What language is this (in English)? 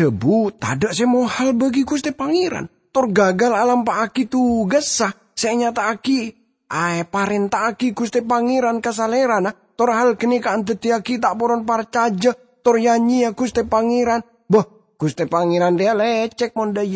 Madurese